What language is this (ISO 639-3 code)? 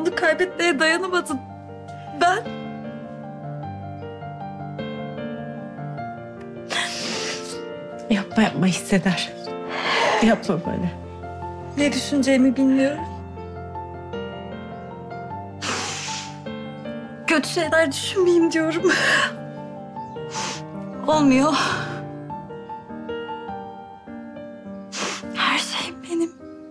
tur